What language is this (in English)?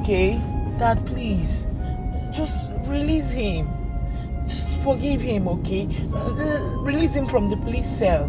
Nigerian Pidgin